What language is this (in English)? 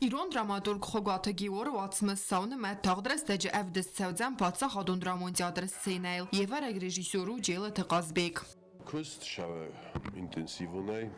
Ossetic